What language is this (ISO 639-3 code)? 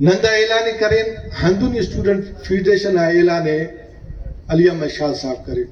brh